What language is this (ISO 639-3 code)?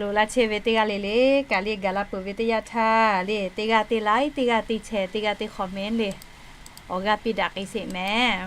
lhu